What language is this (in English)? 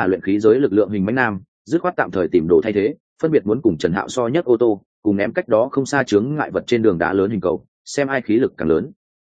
Vietnamese